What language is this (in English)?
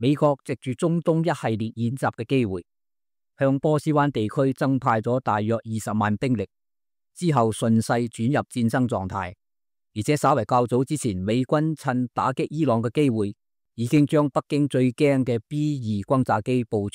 Cantonese